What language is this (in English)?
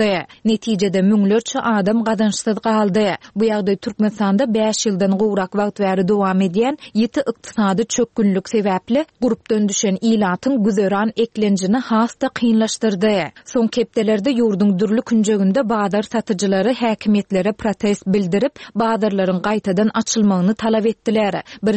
Turkmen